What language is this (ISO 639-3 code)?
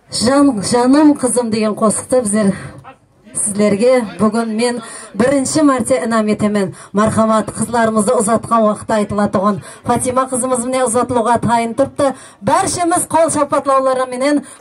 kaa